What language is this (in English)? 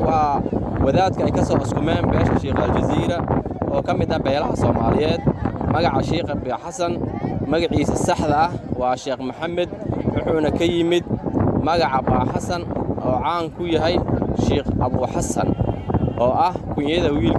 Somali